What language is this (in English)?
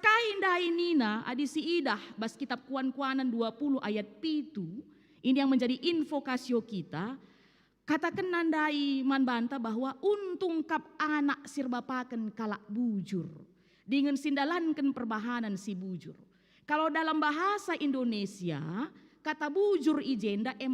Batak Karo